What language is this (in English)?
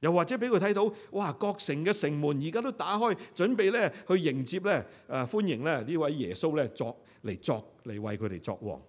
Cantonese